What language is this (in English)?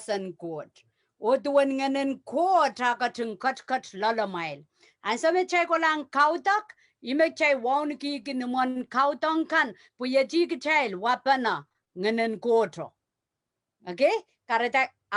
Pohnpeian